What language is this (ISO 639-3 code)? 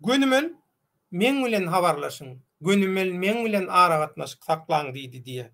tuk